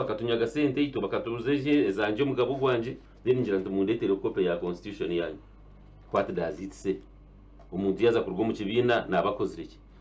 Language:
Nyankole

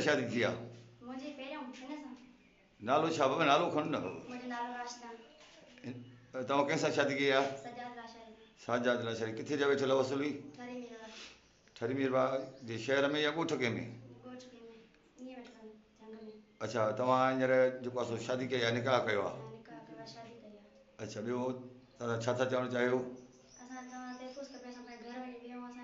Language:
Sindhi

